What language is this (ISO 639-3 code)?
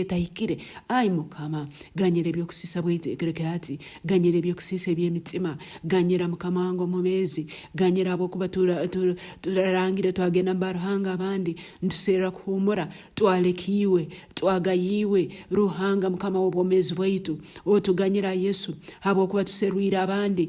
nyn